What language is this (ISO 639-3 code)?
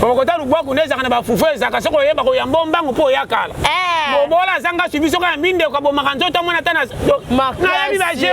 lin